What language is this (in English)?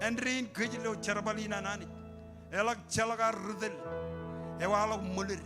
Marshallese